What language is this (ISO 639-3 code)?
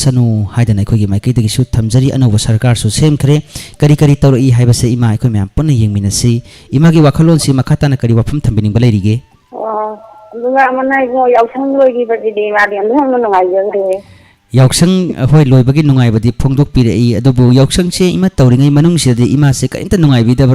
mni